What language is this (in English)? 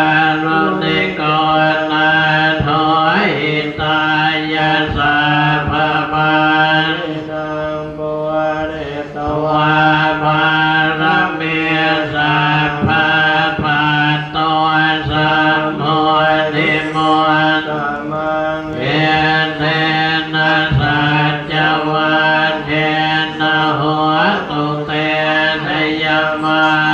Pali